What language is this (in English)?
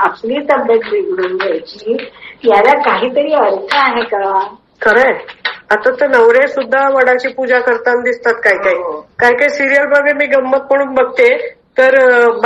Marathi